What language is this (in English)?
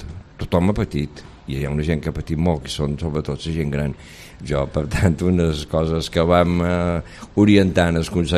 Catalan